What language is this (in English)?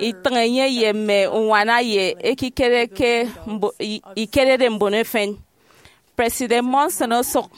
Efik